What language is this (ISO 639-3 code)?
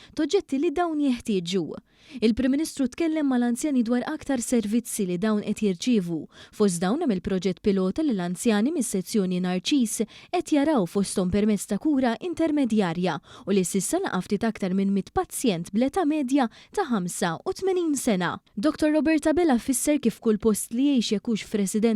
mlt